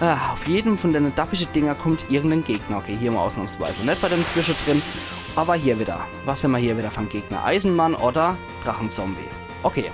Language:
Palatine German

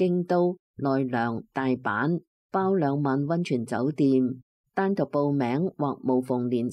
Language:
Cantonese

